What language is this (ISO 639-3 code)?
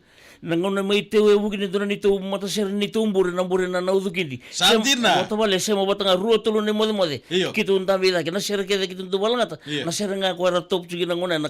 fij